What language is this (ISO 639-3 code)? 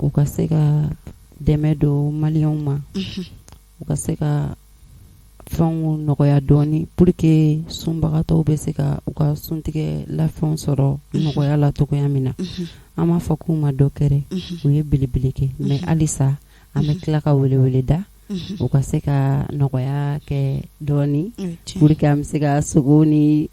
bam